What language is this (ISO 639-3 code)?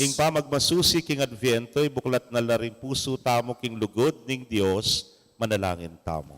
pam